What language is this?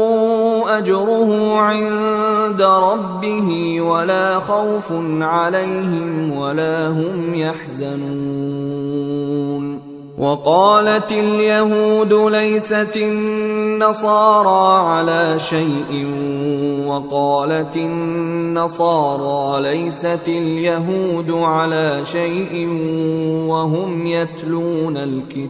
Arabic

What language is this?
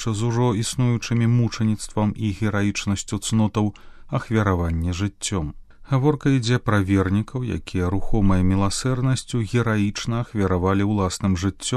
Belarusian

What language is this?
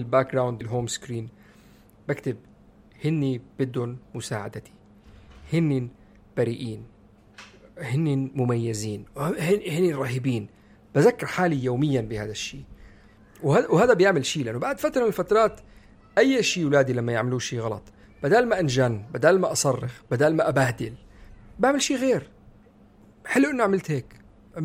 North Levantine Arabic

